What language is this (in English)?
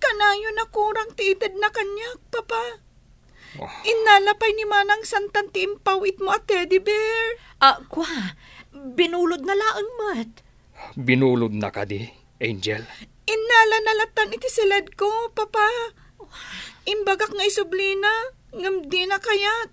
Iloko